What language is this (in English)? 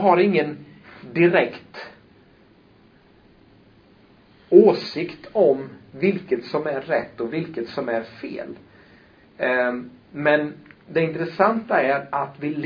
Swedish